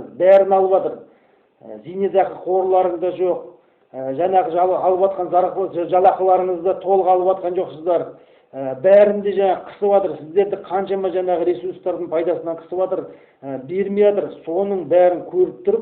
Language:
Kazakh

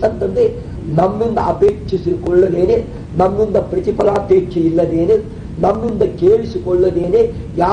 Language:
Kannada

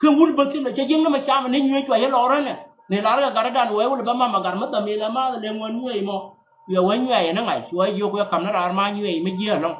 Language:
Nuer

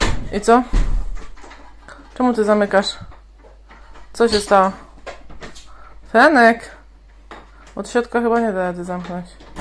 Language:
Polish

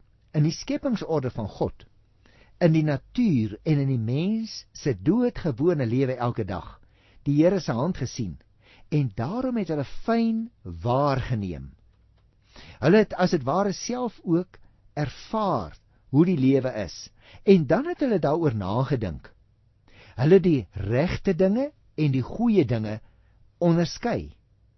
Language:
Afrikaans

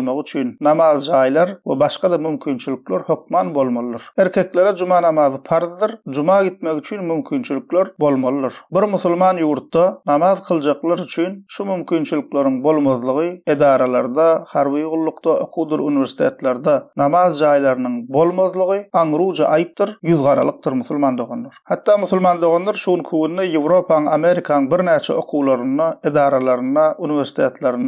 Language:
Turkmen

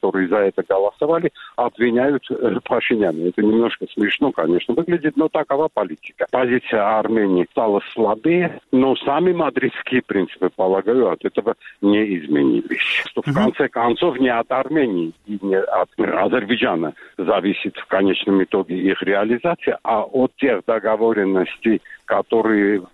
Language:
Russian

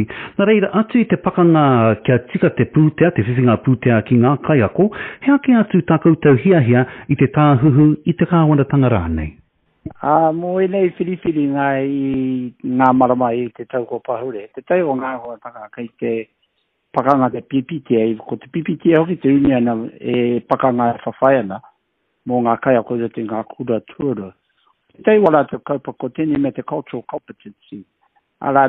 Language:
Māori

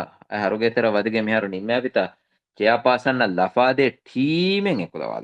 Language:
Divehi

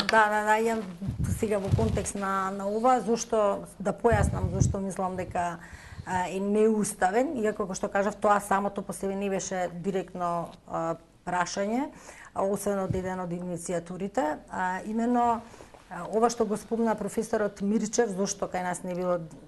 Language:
Macedonian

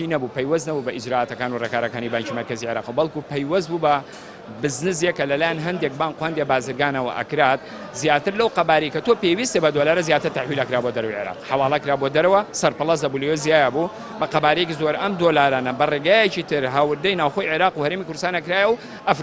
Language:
Central Kurdish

